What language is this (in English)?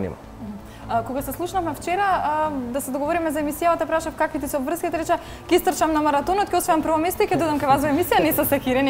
Macedonian